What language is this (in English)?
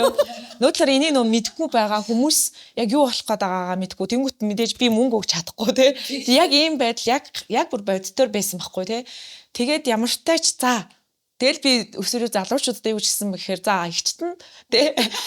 Mongolian